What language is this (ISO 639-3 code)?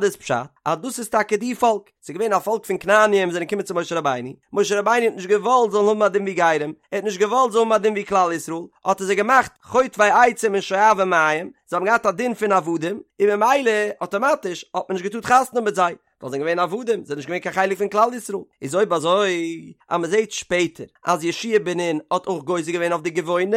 yid